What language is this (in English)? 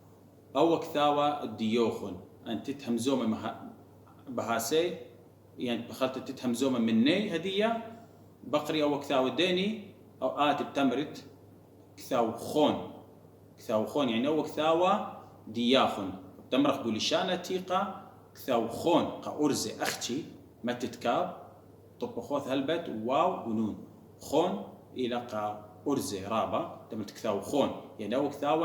Assyrian Neo-Aramaic